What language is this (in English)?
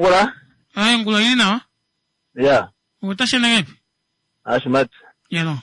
Kuanyama